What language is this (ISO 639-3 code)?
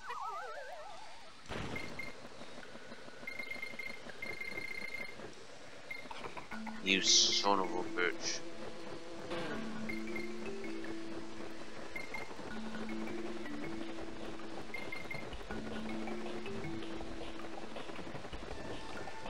eng